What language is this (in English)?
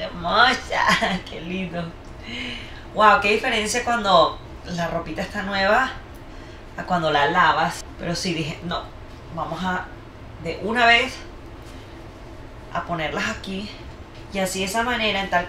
Spanish